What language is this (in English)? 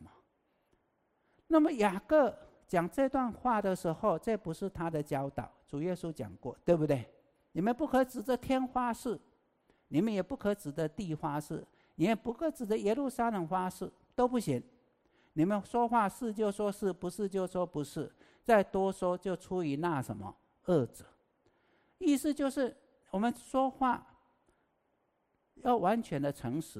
Chinese